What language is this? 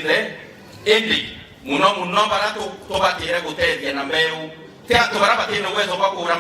Meru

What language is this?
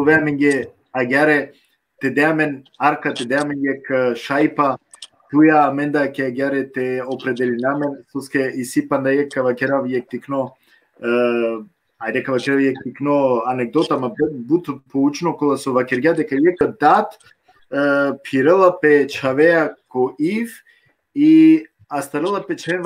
Balkan Romani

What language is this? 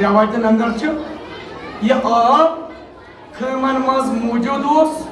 Kashmiri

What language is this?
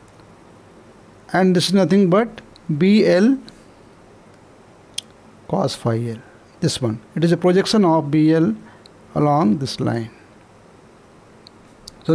English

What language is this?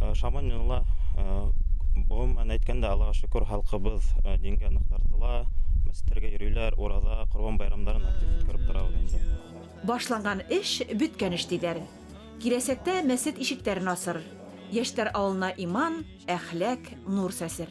Bashkir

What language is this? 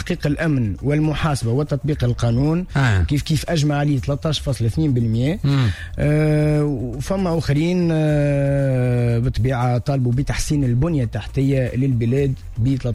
Tunisian Arabic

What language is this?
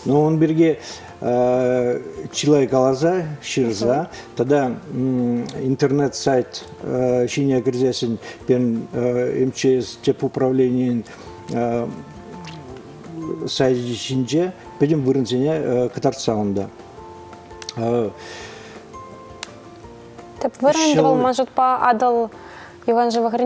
Chuvash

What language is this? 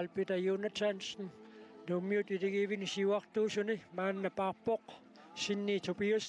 Kalaallisut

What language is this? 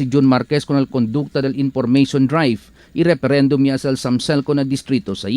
Chavacano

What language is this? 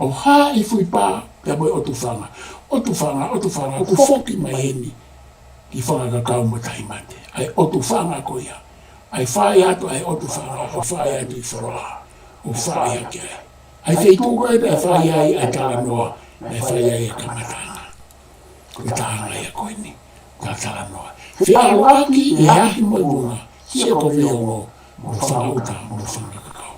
Tongan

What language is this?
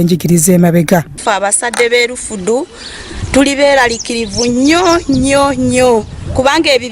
Ganda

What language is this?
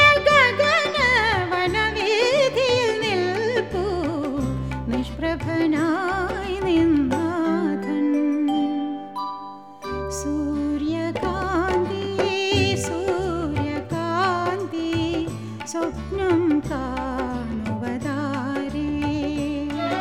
Malayalam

